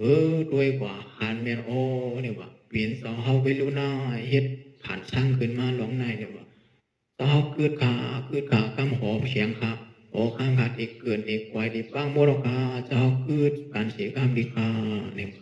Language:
Shan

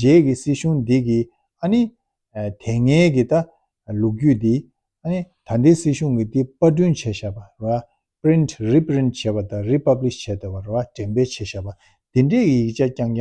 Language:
Tibetan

